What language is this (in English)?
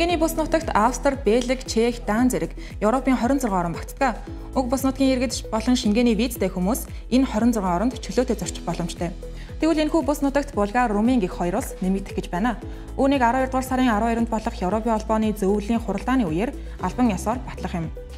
Mongolian